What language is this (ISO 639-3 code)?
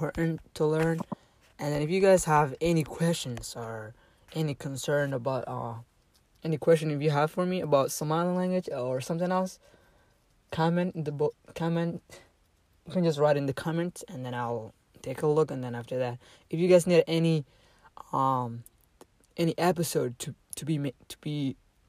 eng